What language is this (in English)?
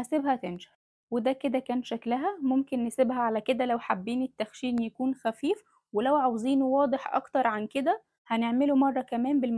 Egyptian Arabic